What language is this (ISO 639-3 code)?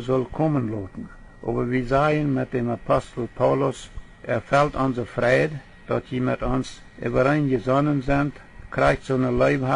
pdt